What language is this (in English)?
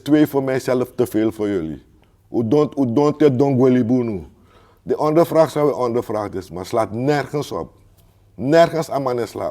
Sranan Tongo